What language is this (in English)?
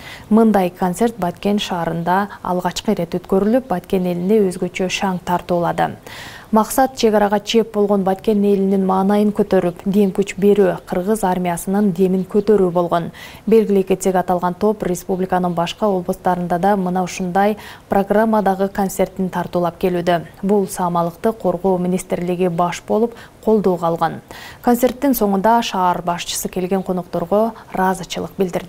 Kyrgyz